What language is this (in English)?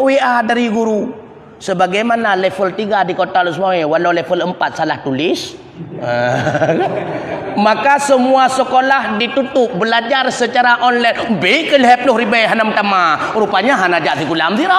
Achinese